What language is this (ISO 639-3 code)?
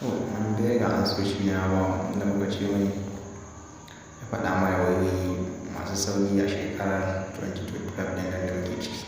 hau